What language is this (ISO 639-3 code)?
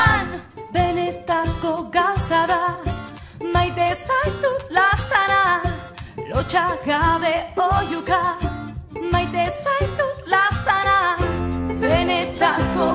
eus